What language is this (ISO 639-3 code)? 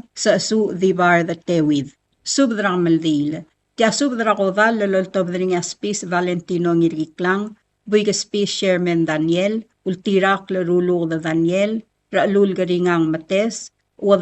pau